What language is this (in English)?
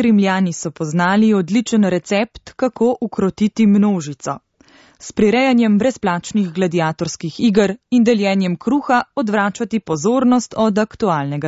Slovenian